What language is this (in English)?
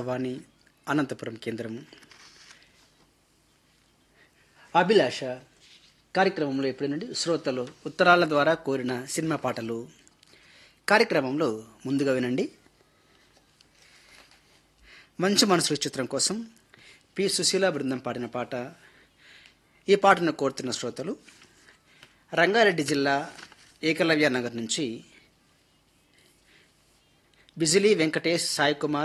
Telugu